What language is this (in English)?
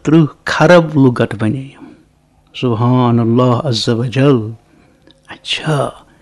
Kashmiri